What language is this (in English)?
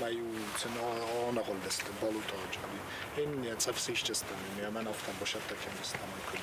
Ossetic